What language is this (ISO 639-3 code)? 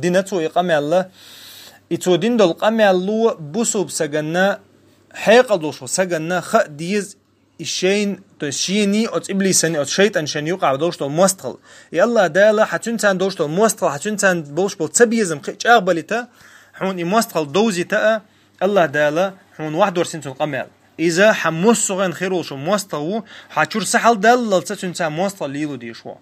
che